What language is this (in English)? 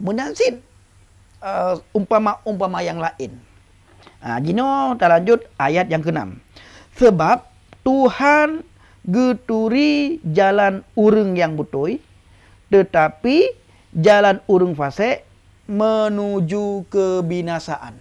Achinese